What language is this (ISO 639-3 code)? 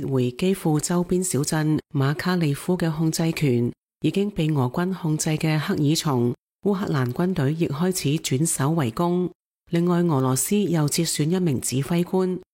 yue